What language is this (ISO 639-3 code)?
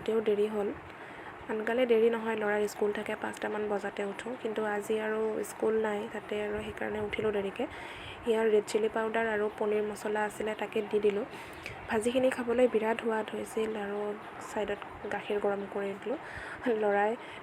asm